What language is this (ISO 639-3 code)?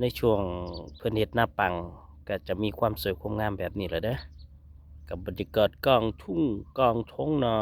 tts